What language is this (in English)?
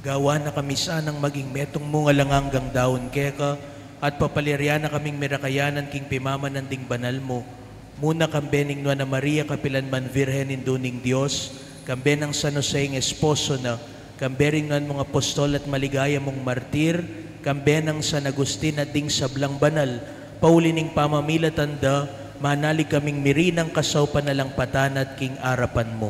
Pampanga